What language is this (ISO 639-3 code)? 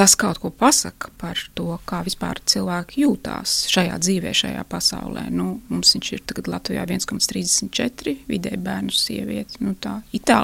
lav